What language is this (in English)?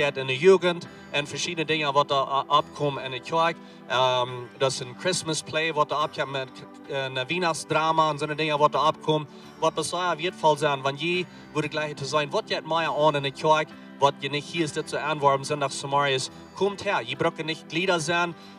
Plautdietsch